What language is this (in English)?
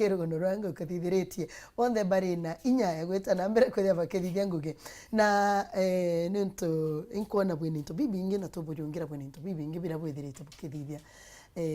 Meru